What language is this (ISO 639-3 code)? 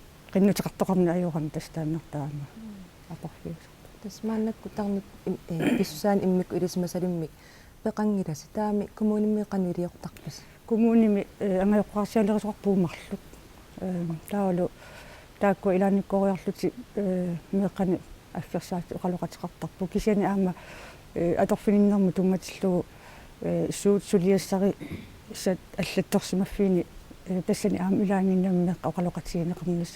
kal